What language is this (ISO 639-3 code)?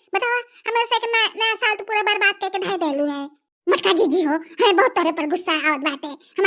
bho